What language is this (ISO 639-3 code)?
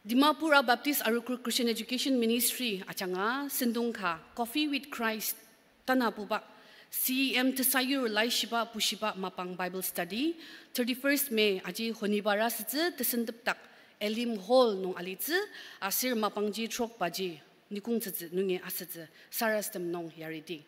njo